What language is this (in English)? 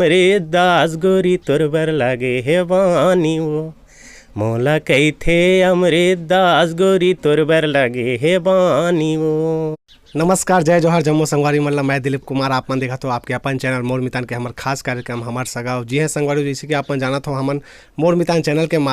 Chhattisgarhi